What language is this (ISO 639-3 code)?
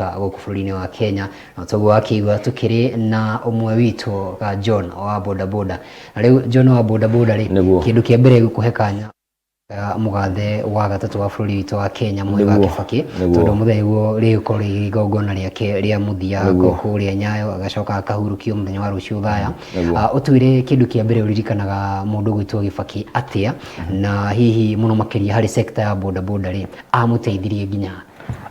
kik